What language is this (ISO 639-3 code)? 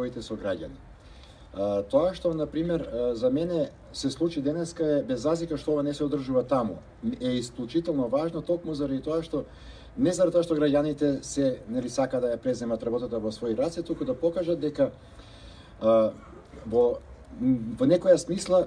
mkd